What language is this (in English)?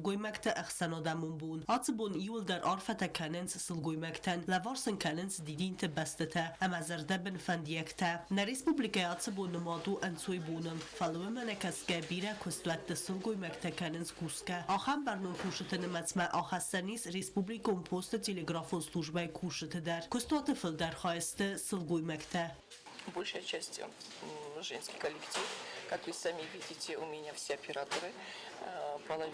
Ossetic